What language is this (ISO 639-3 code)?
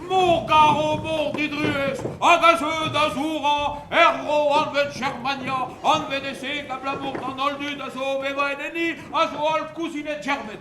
bre